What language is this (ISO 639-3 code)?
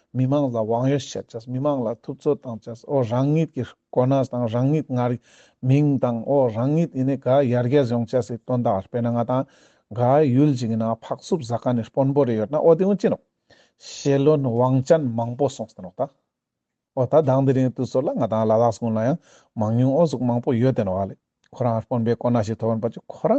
lbj